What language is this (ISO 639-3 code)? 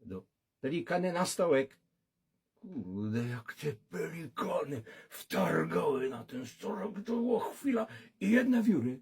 szl